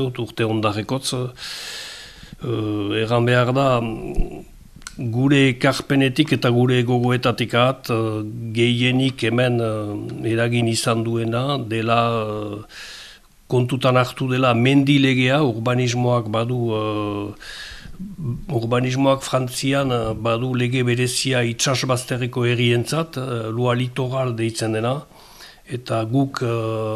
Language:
Basque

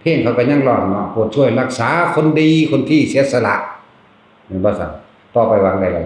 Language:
Northeastern Thai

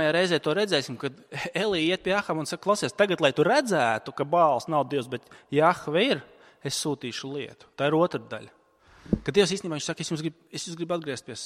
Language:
Latvian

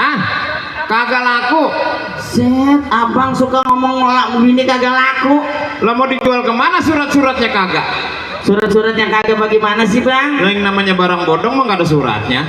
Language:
Betawi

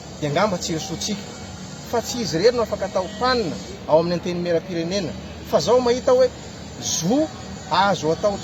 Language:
Malagasy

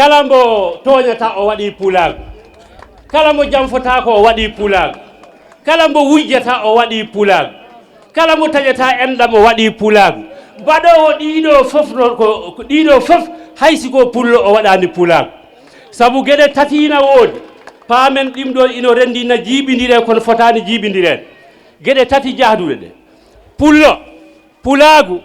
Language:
Fula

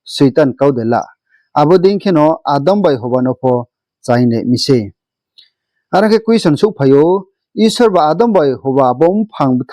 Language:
Riang (India)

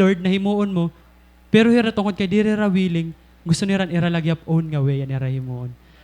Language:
Waray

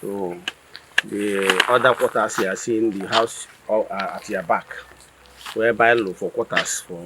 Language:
Igbo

